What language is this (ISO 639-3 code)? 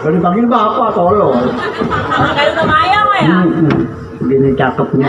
bew